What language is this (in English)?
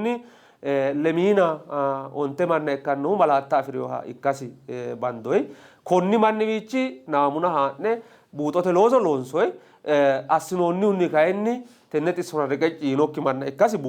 Sidamo